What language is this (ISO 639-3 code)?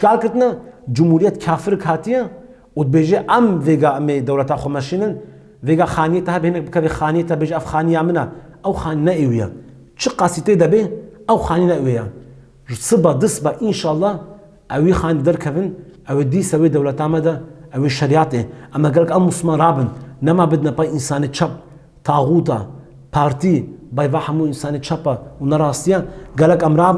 kur